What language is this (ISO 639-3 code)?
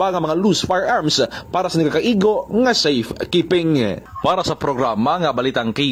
krj